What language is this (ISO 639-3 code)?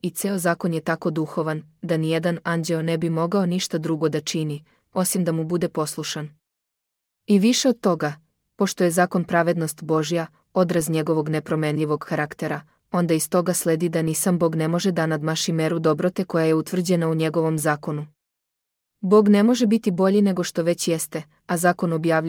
srp